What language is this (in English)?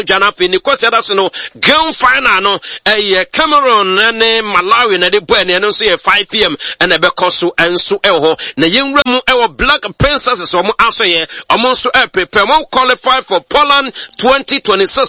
Akan